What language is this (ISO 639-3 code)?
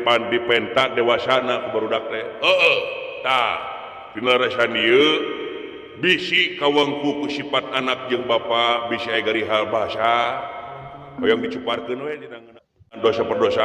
sun